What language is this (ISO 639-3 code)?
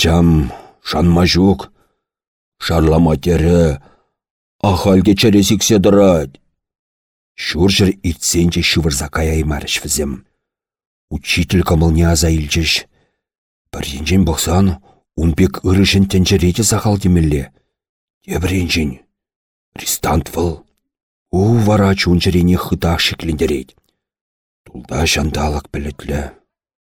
chv